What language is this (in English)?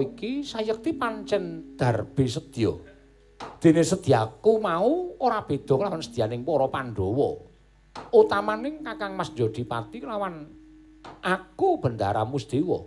Javanese